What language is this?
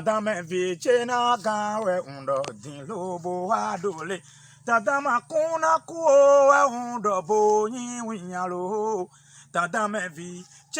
Fon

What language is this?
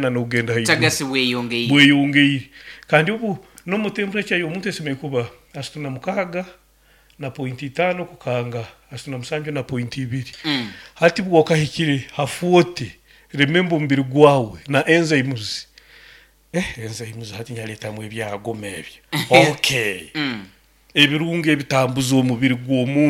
Nyoro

